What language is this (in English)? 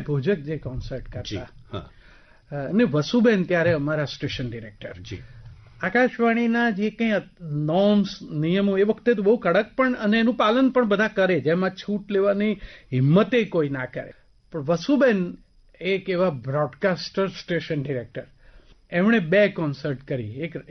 Gujarati